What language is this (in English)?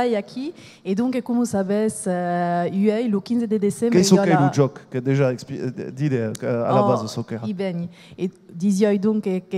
Occitan